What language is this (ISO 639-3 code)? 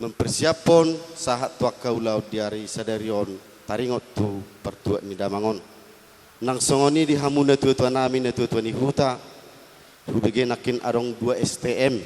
bbc